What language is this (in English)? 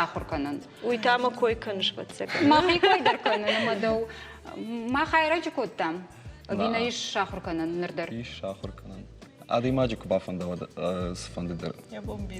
Ossetic